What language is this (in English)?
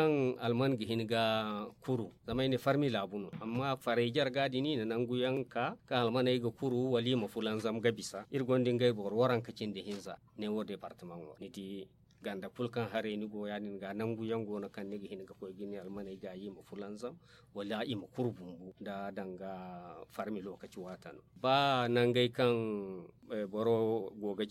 Zarma